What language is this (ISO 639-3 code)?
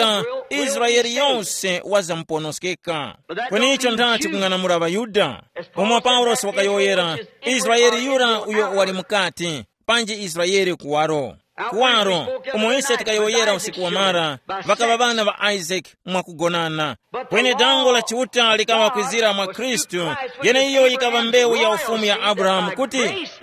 tum